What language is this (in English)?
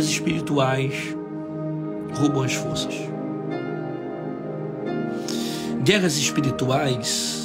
Portuguese